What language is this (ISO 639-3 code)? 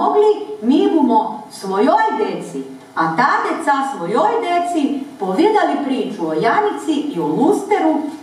hrv